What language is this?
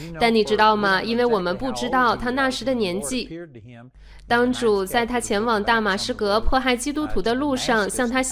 Chinese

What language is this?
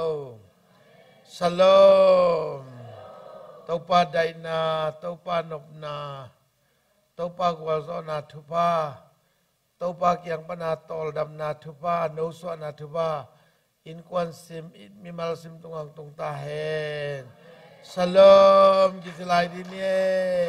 Tedim Chin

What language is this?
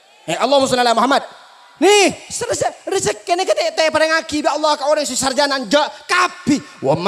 Madurese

